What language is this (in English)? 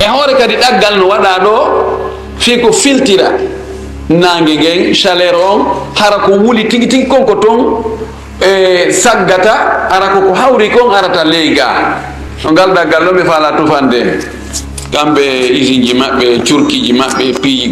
Fula